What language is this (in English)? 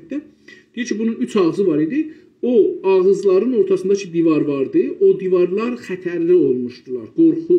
South Azerbaijani